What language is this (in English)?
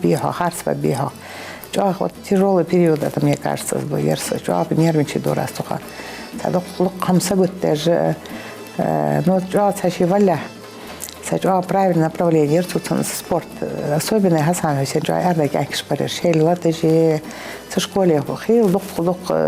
Ingush